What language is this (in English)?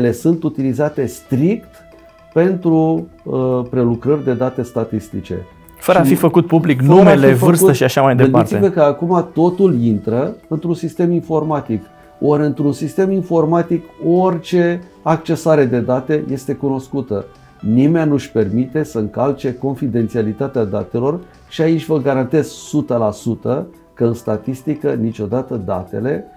Romanian